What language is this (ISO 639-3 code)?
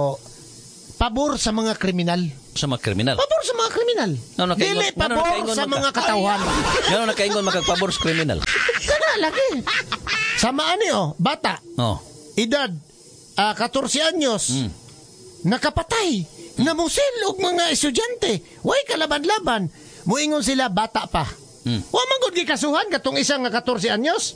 ceb